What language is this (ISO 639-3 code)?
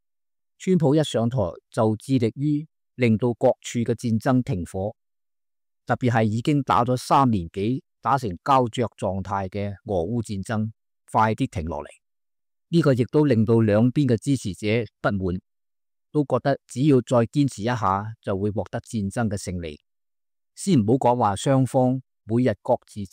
yue